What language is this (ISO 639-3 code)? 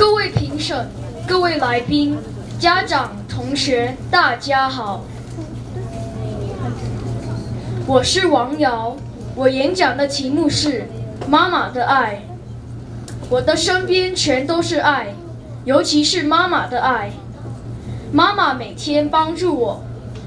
zho